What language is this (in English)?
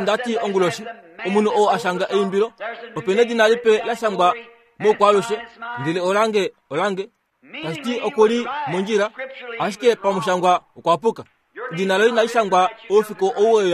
Kuanyama